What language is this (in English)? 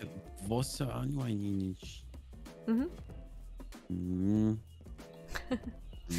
German